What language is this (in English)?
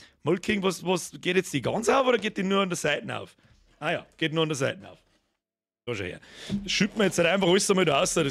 Bavarian